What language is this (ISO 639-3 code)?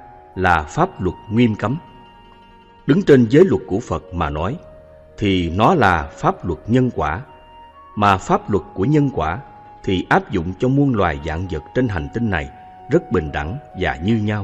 vie